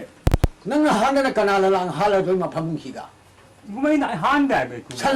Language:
Manipuri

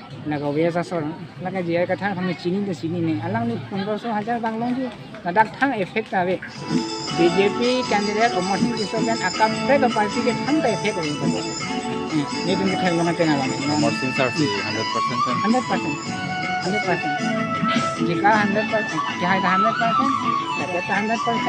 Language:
Karbi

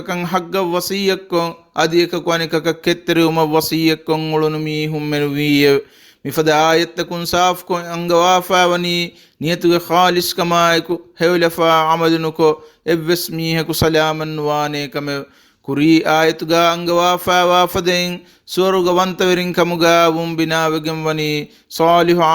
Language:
Divehi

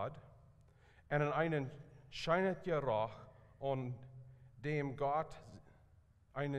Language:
Plautdietsch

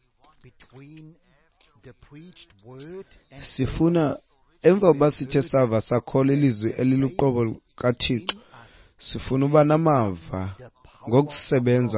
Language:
Xhosa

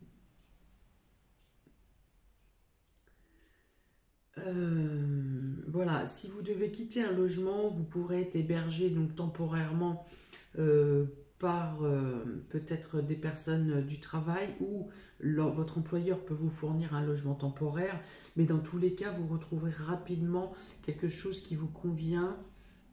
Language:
French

